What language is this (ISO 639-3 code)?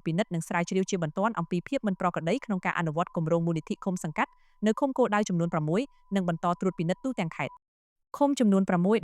khm